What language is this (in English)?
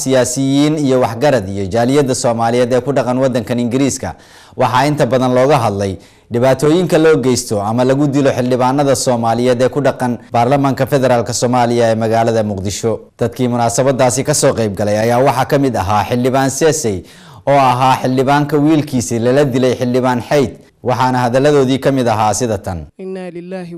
Somali